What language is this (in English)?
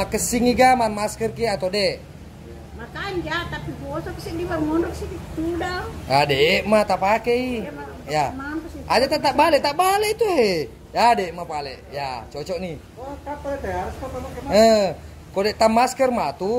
Buginese